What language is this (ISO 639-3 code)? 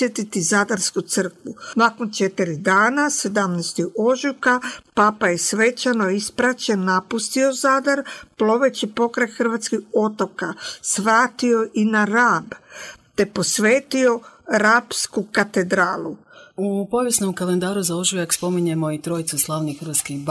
hrv